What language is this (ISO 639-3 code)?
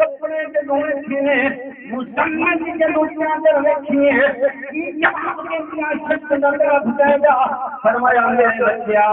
skr